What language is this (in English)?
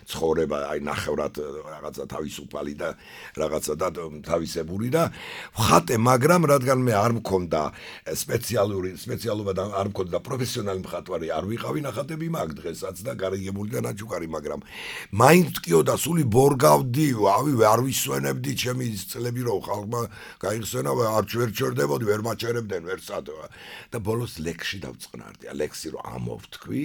Georgian